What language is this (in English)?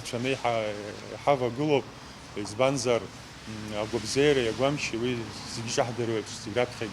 Abkhazian